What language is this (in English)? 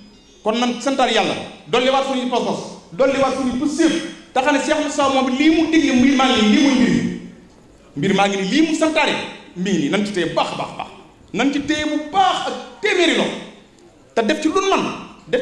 Wolof